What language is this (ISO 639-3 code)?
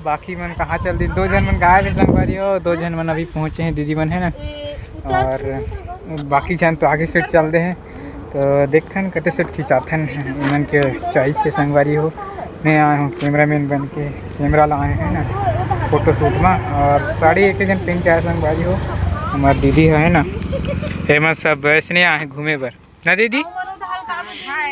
hne